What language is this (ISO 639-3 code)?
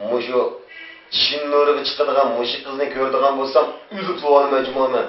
uig